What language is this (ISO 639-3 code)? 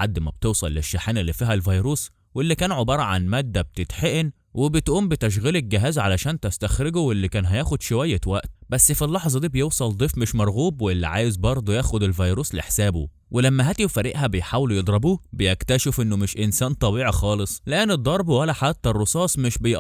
arz